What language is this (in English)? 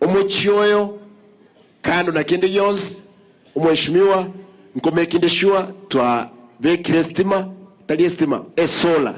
Gusii